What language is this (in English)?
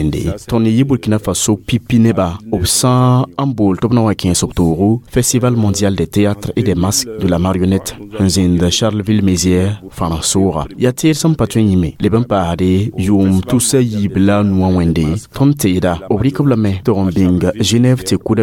Mossi